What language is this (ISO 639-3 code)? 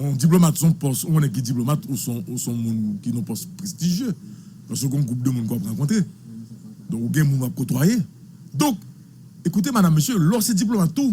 hat